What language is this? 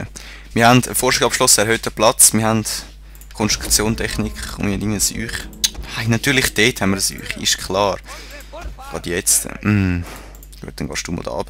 Swiss German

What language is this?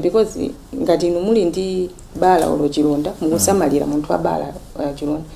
Nyanja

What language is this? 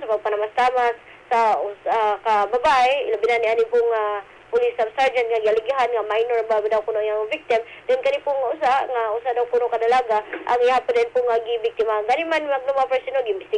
Cebuano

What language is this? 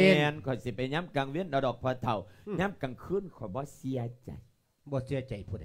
Lao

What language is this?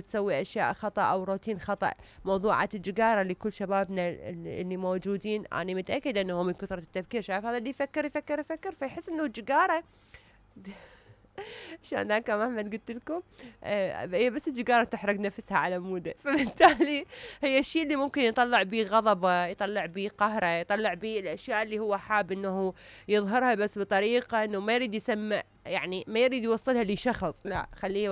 Mesopotamian Arabic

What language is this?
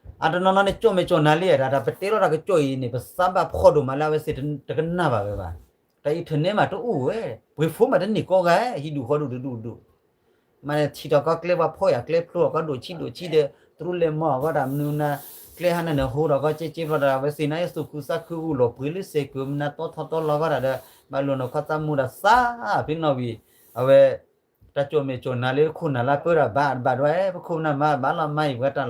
S'gaw Karen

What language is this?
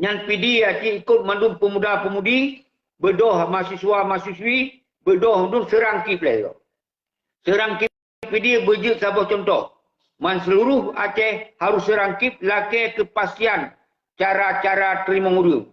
Achinese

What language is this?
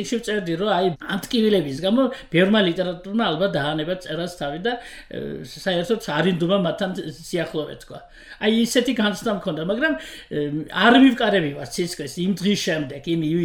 Georgian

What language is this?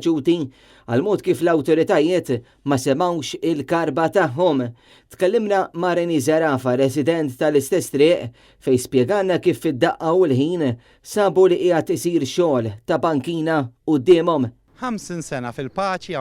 Maltese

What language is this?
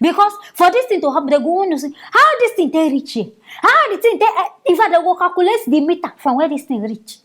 Nigerian Pidgin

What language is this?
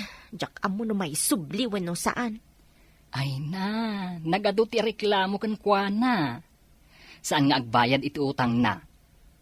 Iloko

